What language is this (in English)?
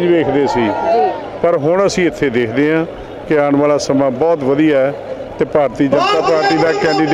Punjabi